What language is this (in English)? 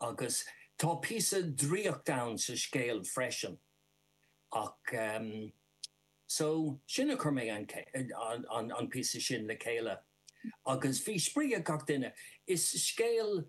Irish